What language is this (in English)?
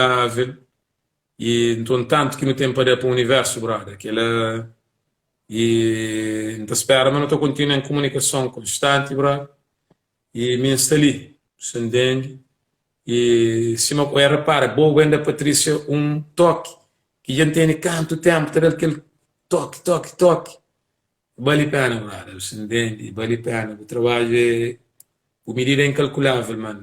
Kabuverdianu